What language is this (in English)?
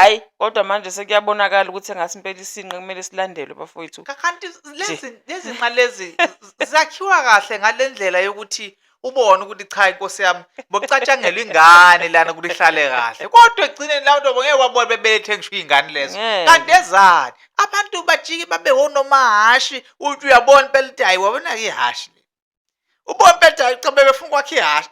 Zulu